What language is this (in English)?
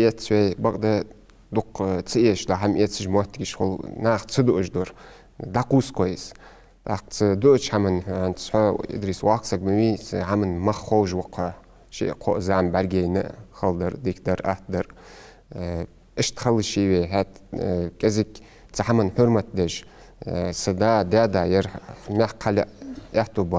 Ingush